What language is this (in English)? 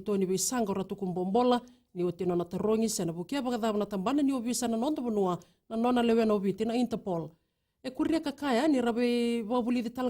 Fijian